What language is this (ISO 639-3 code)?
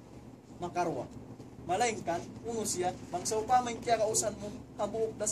tsg